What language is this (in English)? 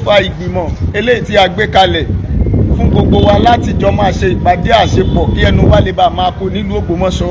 Yoruba